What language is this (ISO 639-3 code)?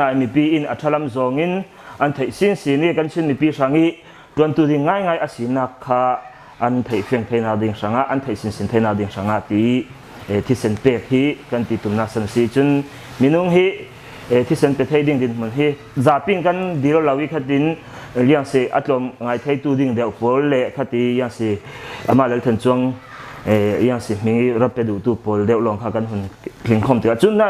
cfm